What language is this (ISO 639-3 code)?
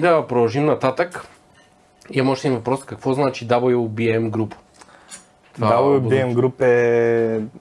bul